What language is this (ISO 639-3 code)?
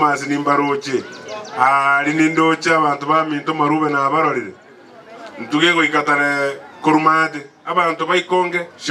guz